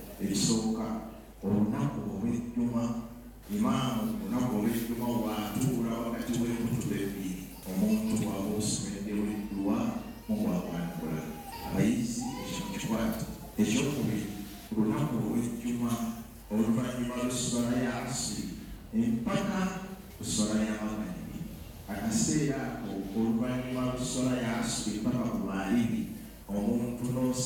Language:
Ganda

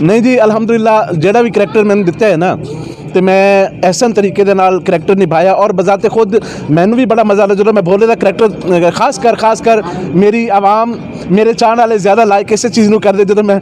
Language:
Western Panjabi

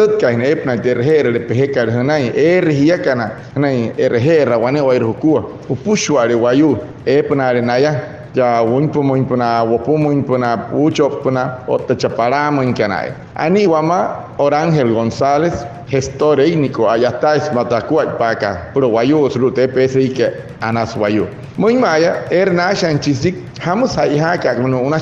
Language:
Wayuu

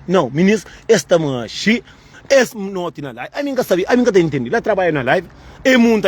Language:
Kabuverdianu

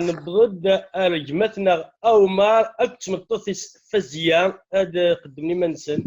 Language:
Kabyle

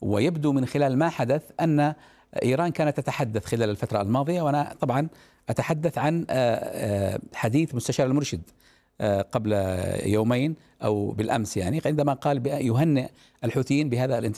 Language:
Arabic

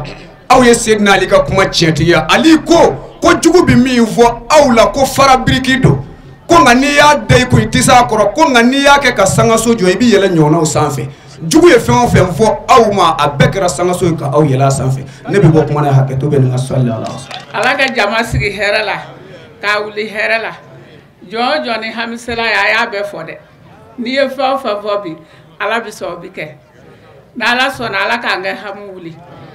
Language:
Bambara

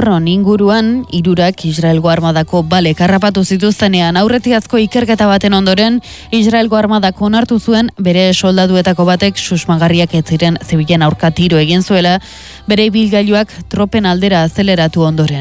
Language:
Basque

